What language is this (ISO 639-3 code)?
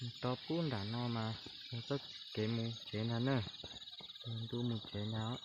hmn